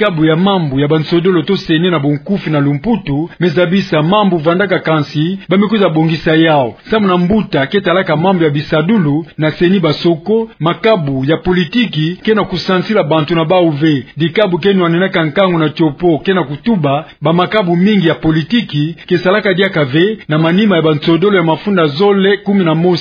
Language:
Kituba (Democratic Republic of Congo)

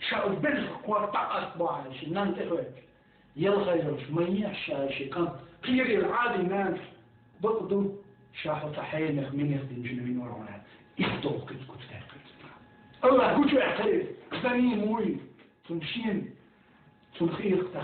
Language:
Chechen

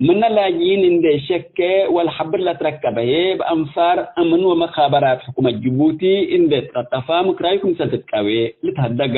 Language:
Tigre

